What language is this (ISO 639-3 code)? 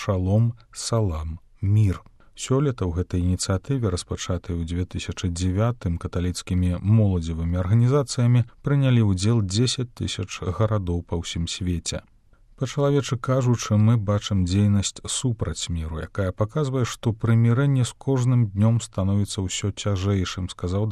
bel